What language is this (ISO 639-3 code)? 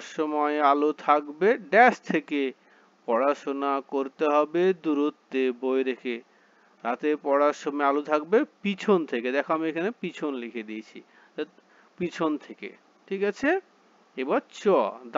ben